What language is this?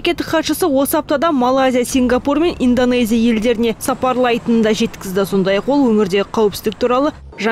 Kazakh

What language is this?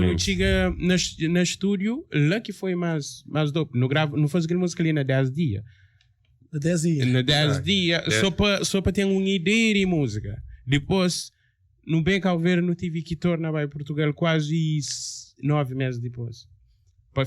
Kabuverdianu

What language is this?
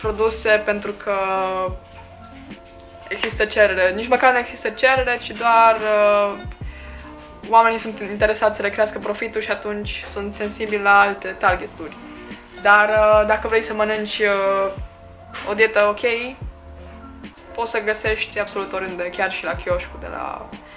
Romanian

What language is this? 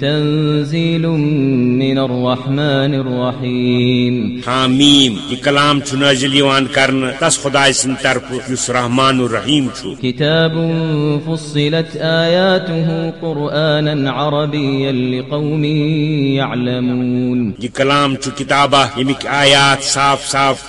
Kashmiri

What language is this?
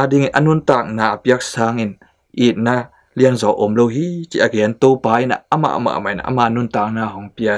Tedim Chin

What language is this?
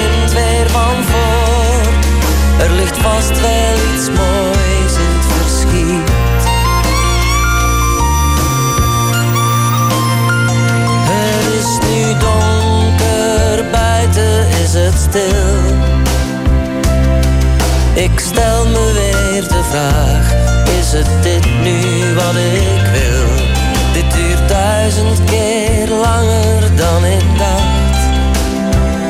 Dutch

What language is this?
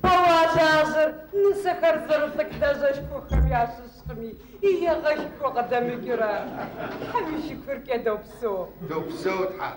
Kabardian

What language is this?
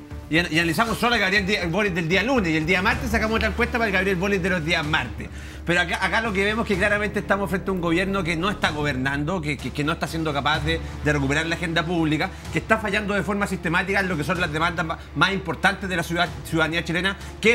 Spanish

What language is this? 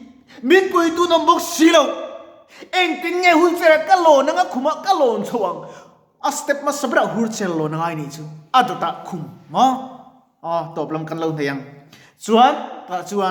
Mizo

